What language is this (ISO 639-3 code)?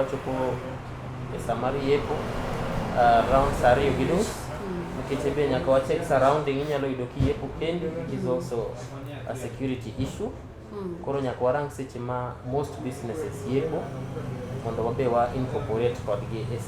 luo